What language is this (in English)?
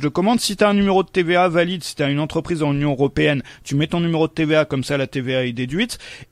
French